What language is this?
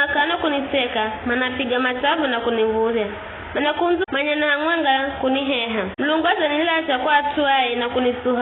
Giryama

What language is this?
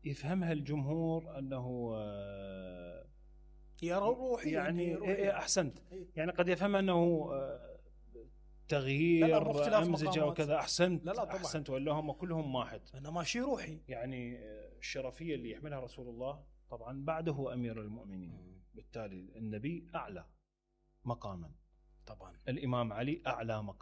Mesopotamian Arabic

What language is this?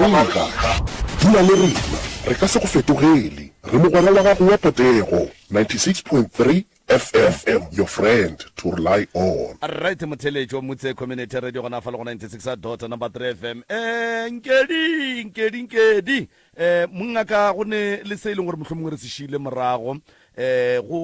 Northern Sotho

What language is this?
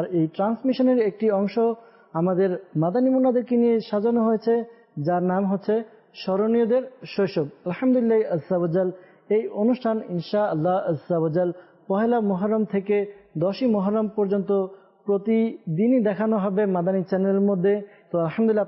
Bangla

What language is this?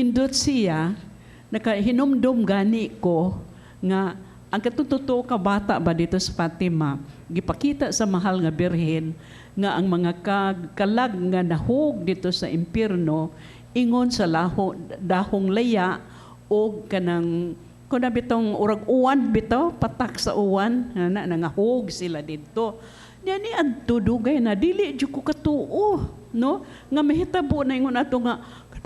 Cebuano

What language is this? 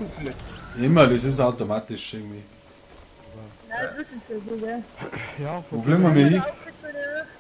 Bavarian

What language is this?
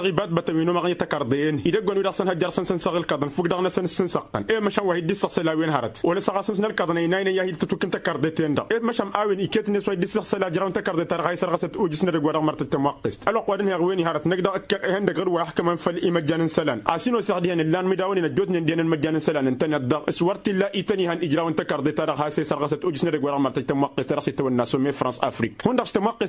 Tamasheq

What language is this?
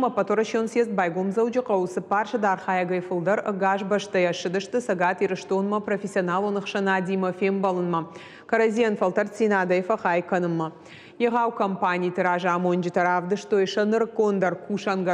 Ossetic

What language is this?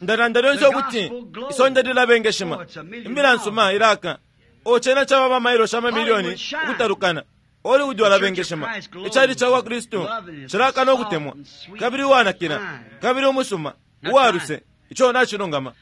Bemba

